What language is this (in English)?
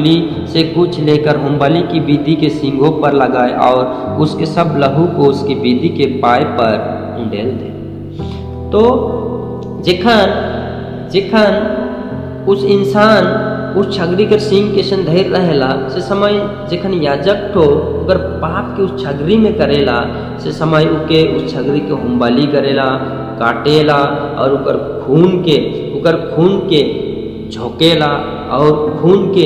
Sadri